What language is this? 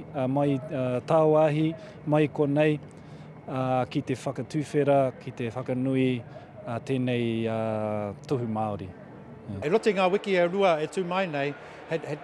Māori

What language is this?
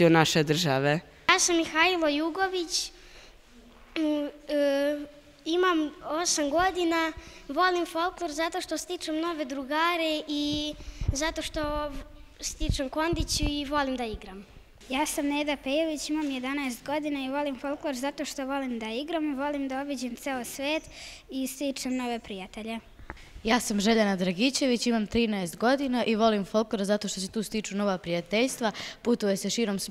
Serbian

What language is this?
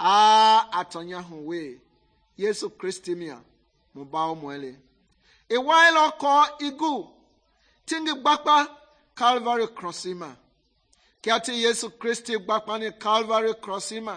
Mende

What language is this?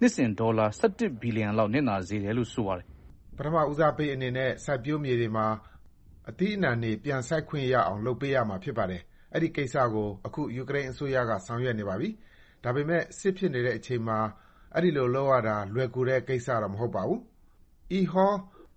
Burmese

